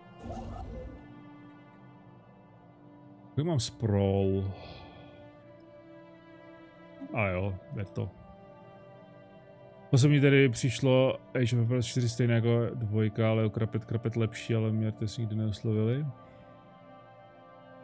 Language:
Czech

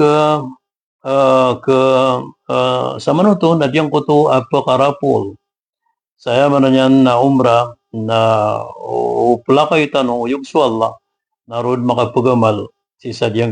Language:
Maranao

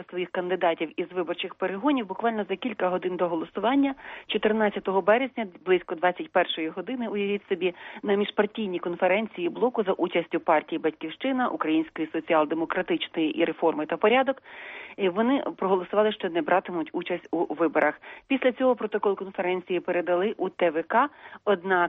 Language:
Ukrainian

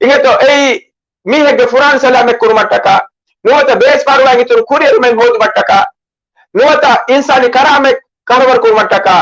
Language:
Divehi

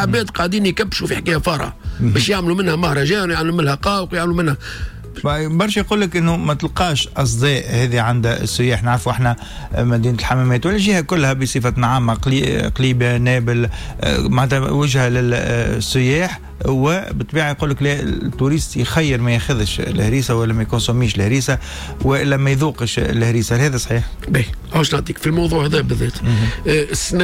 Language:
Tunisian Arabic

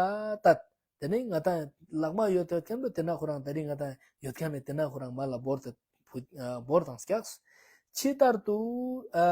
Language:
Ladakhi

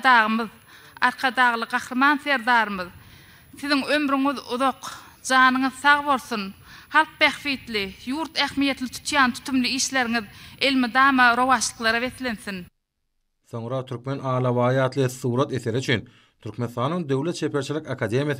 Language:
Turkmen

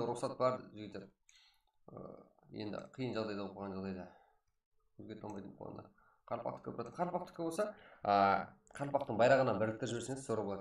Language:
Kara-Kalpak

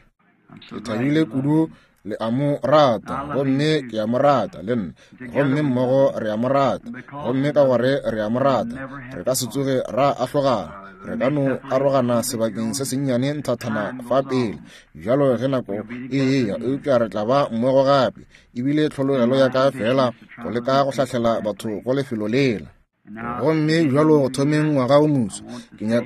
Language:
Northern Sotho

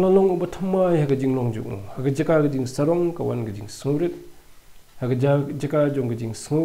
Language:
Khasi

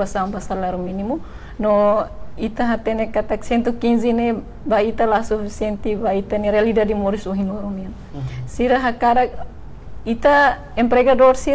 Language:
Tetum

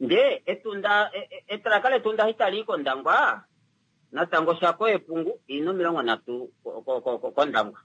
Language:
Kuanyama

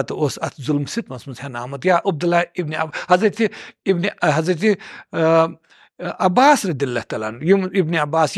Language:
Kashmiri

